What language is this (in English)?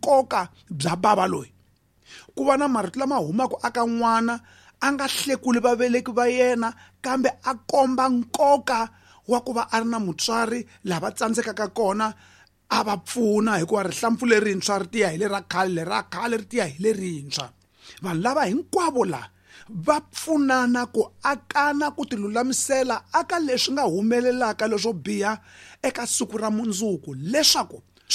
Tsonga